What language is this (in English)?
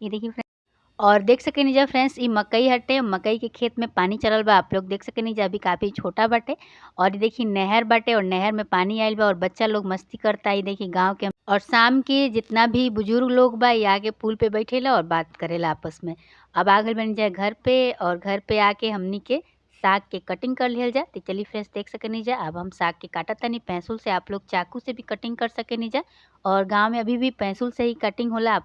Bhojpuri